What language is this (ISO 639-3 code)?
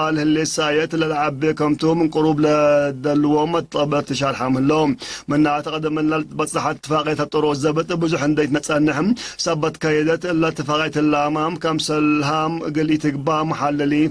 tig